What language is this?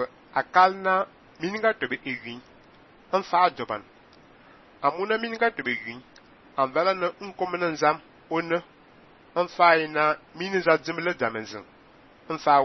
Fang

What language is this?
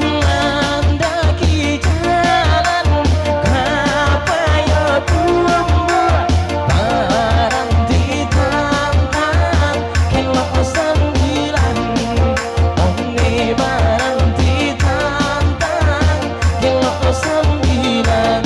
Minangkabau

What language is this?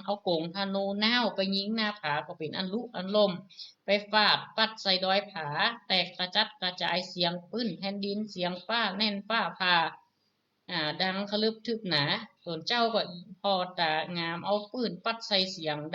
Northern Thai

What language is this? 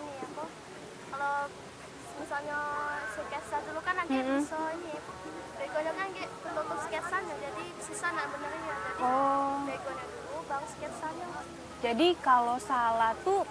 Musi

